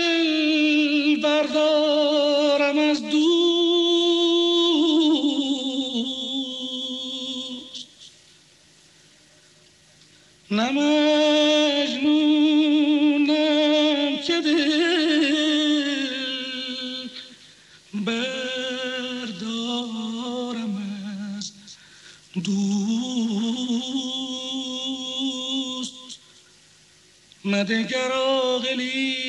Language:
Persian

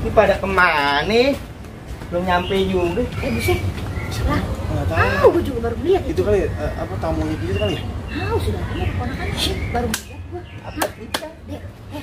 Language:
Betawi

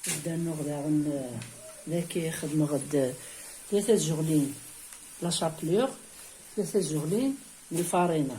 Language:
Kabyle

